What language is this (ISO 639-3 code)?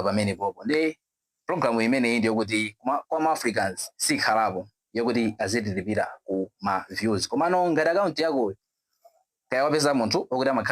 nya